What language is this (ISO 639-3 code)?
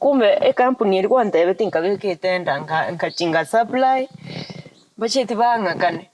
guz